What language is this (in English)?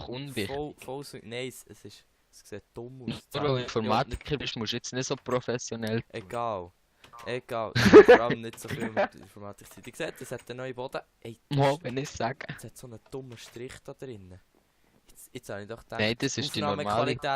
Swiss German